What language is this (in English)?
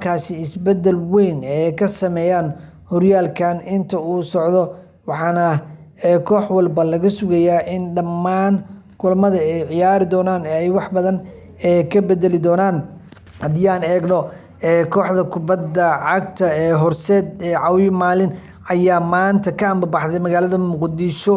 Somali